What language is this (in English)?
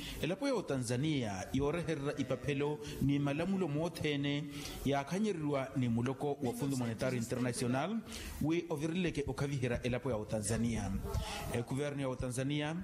Makhuwa